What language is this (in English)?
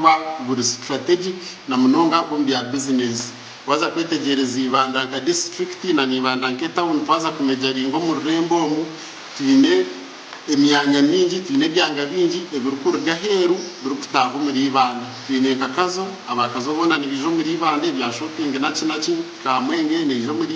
Nyankole